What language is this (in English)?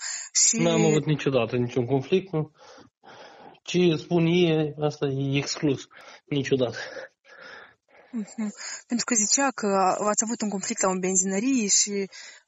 Romanian